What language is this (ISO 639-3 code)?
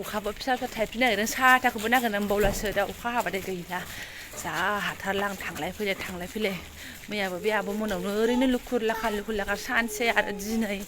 brx